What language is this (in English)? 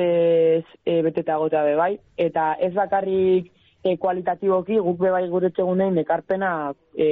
Basque